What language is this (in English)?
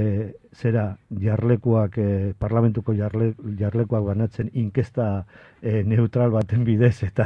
Basque